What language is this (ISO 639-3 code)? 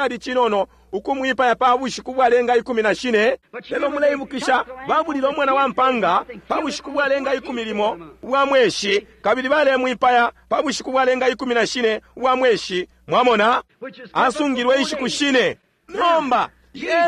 bem